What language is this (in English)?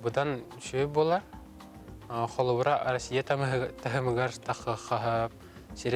Yakut